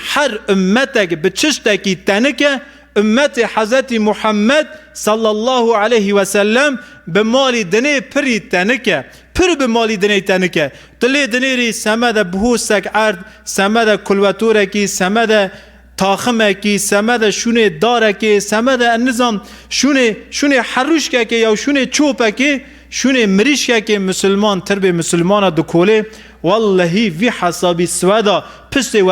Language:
Kurdish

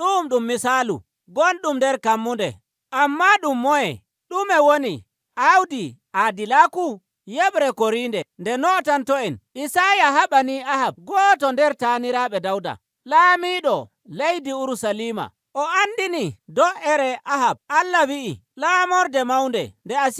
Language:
Nigerian Fulfulde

